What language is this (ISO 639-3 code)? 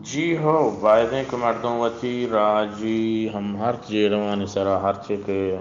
bgp